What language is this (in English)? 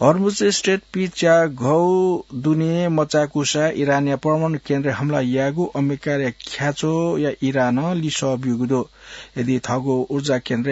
Newari